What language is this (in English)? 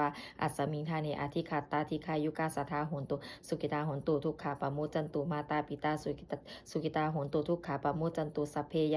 Pali